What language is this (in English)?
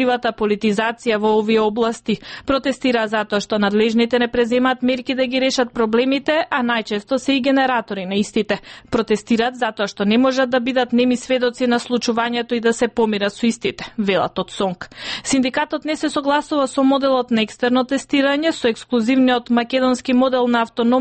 Macedonian